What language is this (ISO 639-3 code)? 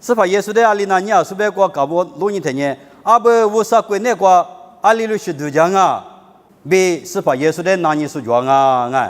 lis